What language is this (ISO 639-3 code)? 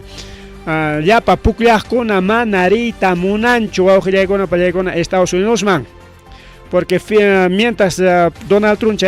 quy